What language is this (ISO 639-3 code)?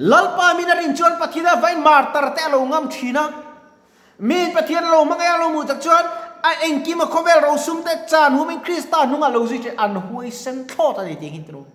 lus